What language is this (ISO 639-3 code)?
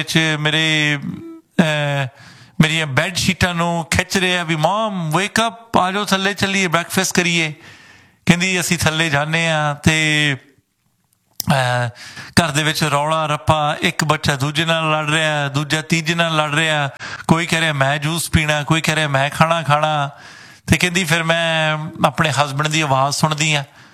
pan